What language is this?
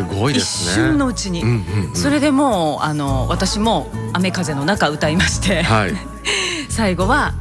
Japanese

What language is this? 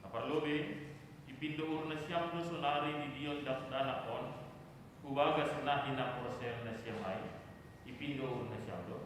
Batak Simalungun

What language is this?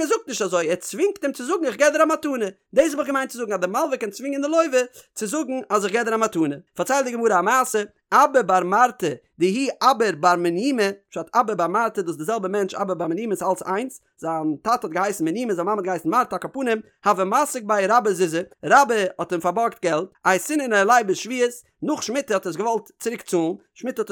Yiddish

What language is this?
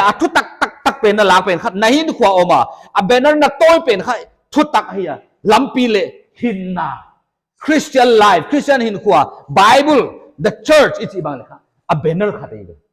Paite Chin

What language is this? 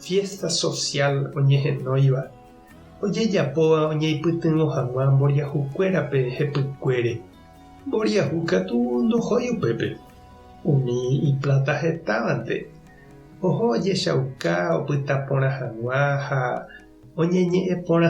Guarani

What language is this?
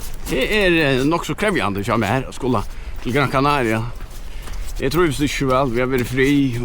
Faroese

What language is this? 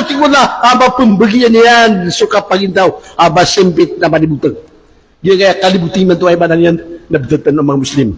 Maranao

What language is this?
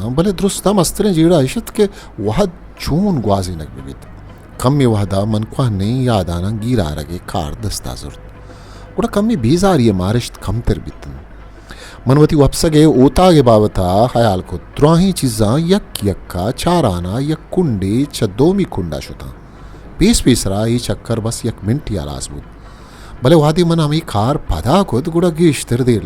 Baluchi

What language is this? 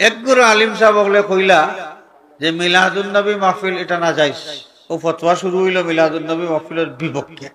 Sylheti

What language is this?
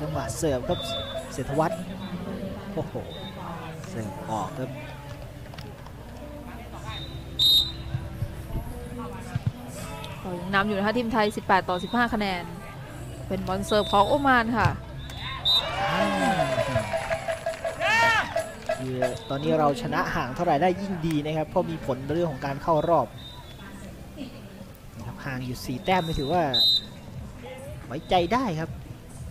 Thai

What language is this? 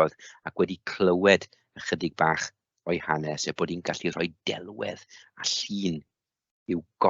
Welsh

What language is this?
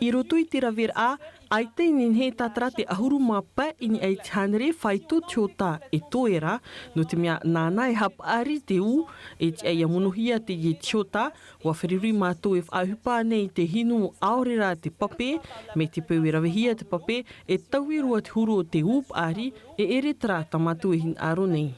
Tahitian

